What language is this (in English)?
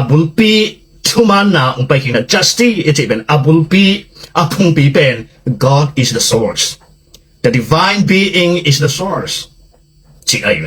Tedim Chin